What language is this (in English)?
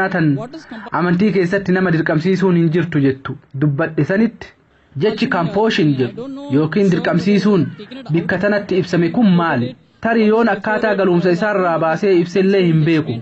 Oromo